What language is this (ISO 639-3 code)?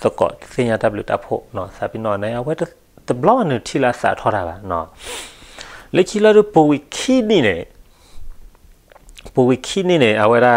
ksw